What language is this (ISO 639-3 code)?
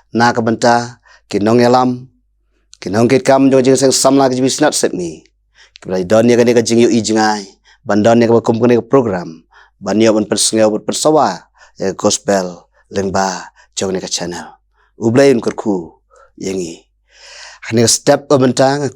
kha